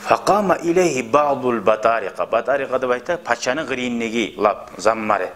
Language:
Kumyk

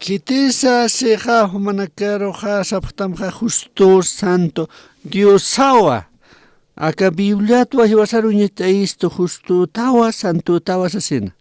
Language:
Aymara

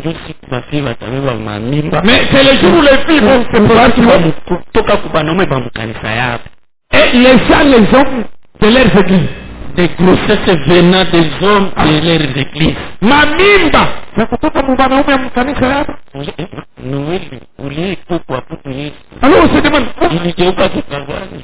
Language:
Swahili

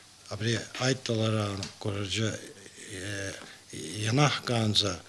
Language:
Abkhazian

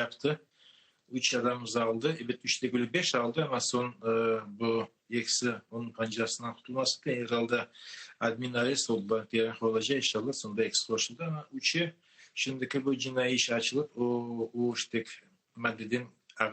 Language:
Crimean Tatar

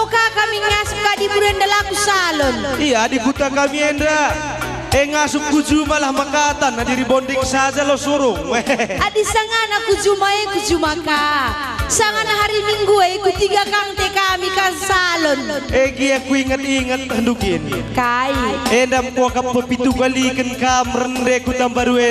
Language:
Batak Karo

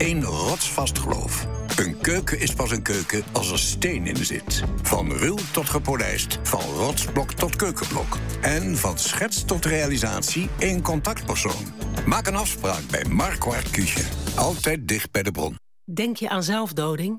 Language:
Dutch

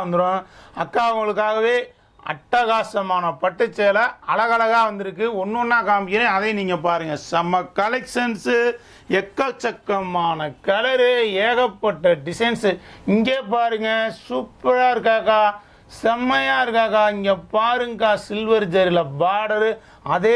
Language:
Tamil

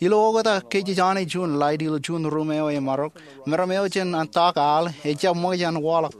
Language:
Marshallese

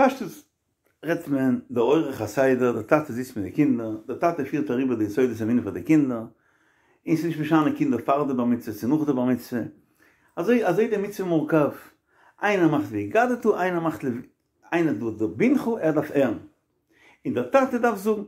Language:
Yiddish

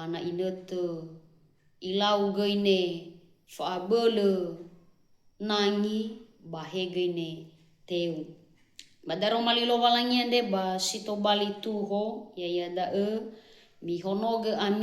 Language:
Nias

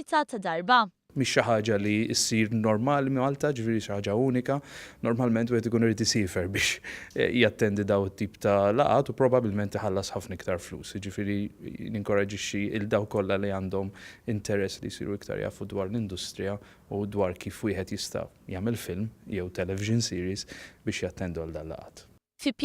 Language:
Maltese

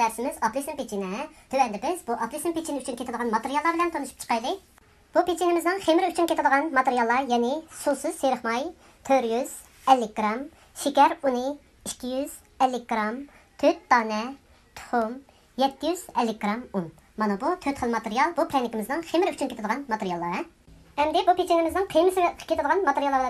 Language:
Uyghur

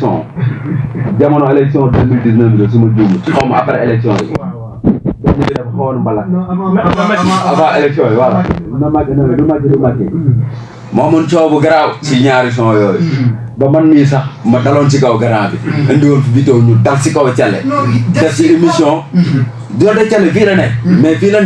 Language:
Wolof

